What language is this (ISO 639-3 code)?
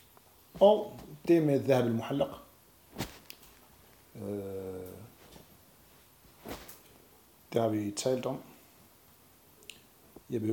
dan